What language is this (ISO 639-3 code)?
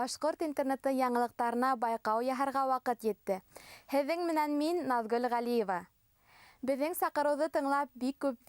bak